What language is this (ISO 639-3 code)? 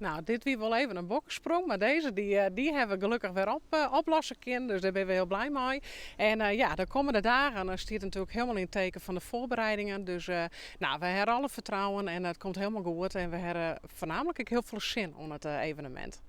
fry